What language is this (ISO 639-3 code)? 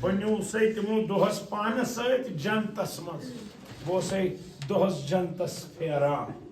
kas